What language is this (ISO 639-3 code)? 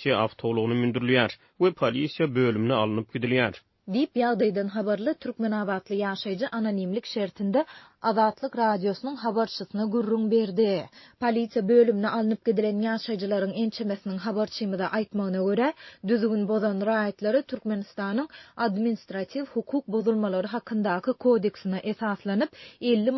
tuk